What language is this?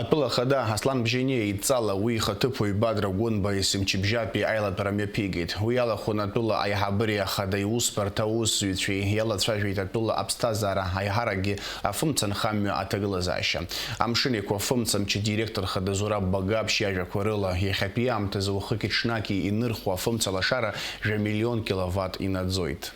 Abkhazian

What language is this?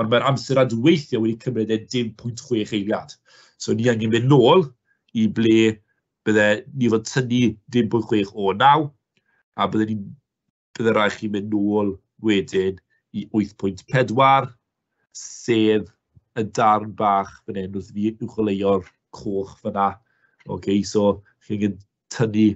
Welsh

